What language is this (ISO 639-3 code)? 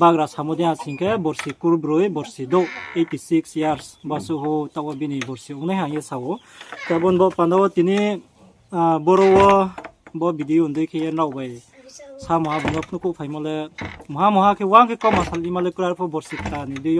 ria